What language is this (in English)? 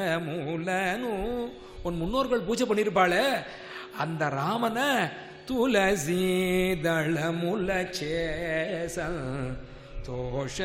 Tamil